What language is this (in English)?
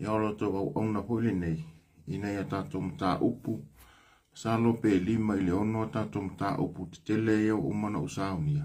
Samoan